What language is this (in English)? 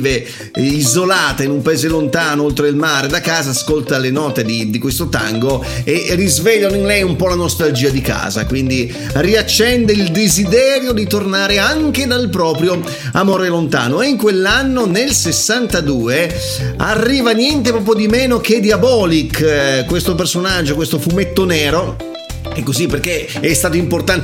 Italian